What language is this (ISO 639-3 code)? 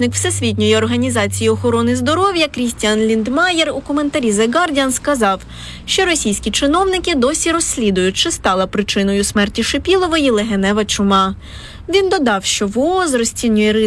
ukr